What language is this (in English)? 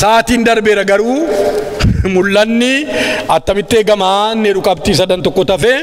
Oromo